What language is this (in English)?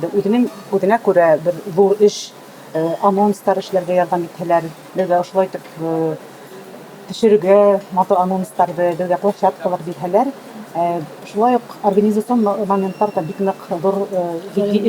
Bashkir